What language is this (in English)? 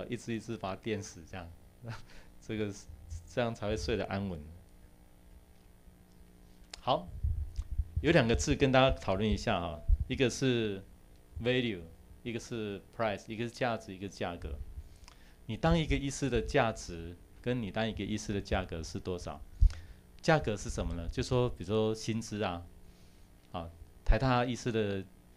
Chinese